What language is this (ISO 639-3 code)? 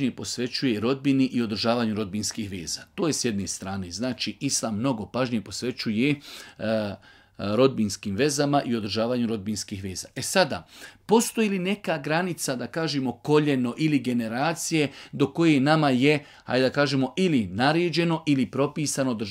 bos